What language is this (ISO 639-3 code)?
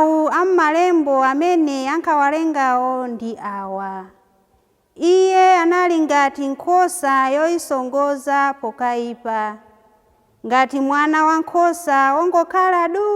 nya